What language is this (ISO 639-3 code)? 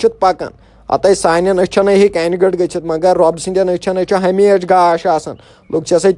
kas